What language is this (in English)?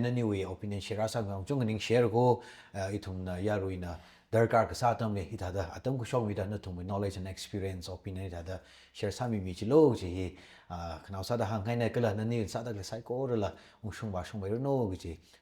Tangkhul Naga (India)